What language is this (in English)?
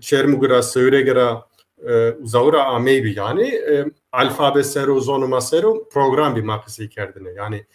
Zaza